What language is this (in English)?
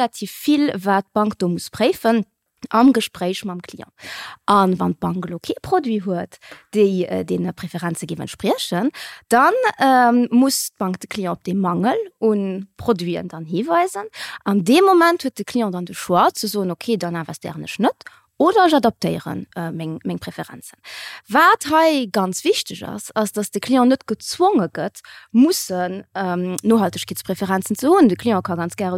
Luxembourgish